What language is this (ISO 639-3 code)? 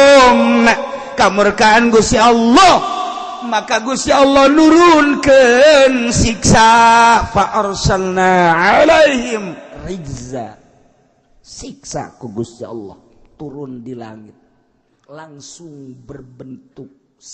sun